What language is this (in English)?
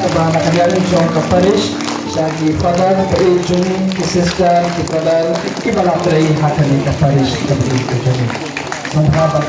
Khasi